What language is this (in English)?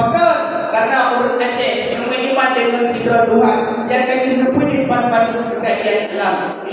Achinese